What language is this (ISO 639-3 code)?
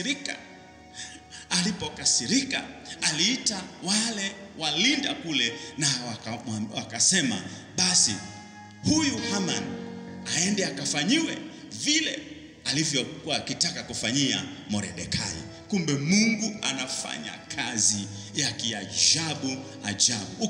swa